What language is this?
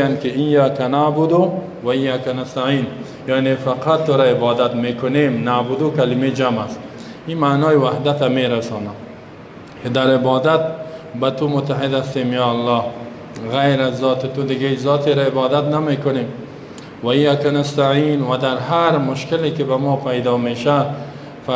Persian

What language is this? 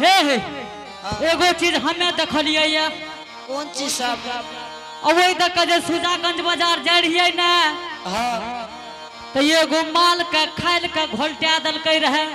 Angika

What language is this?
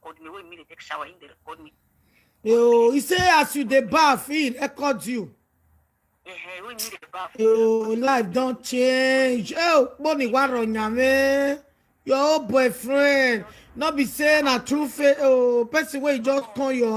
Nigerian Pidgin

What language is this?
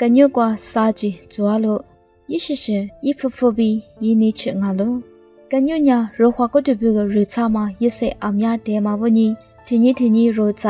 Lisu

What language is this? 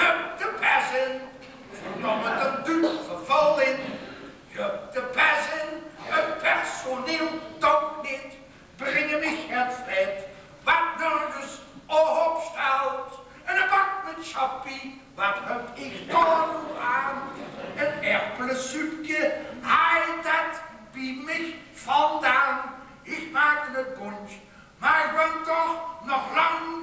Limburgish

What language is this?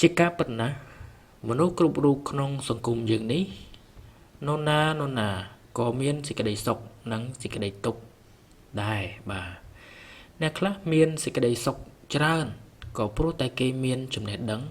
Khmer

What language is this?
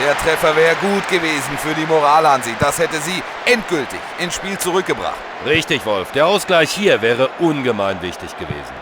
Bavarian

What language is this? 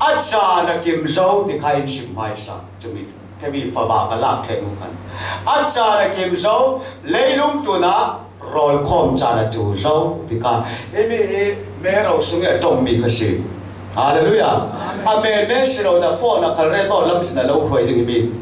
Falam Chin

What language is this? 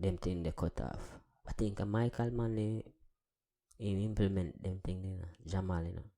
Jamaican Creole English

